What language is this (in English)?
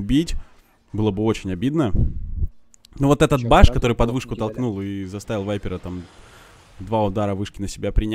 Russian